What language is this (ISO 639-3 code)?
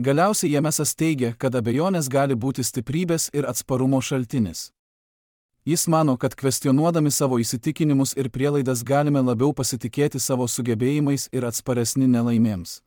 lit